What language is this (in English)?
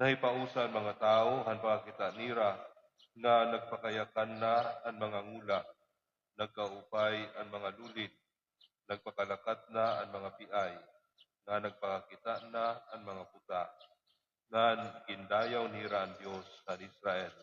Waray